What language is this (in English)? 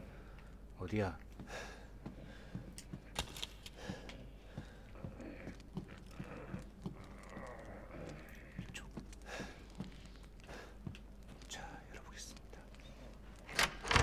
Korean